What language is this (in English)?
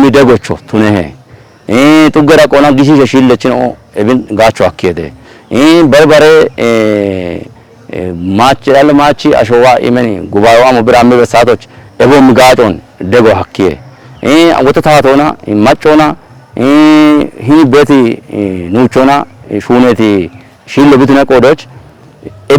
Kafa